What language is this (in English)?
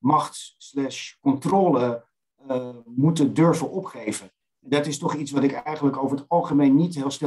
Dutch